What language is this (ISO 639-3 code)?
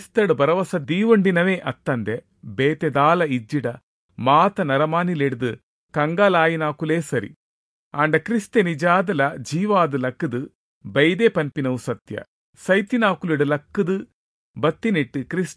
tcy